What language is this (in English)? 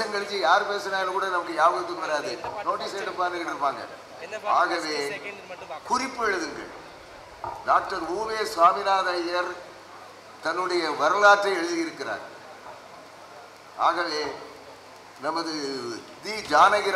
Tamil